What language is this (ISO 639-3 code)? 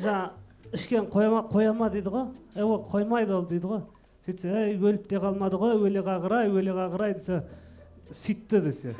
kaz